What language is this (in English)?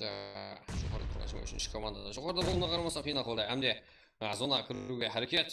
Kara-Kalpak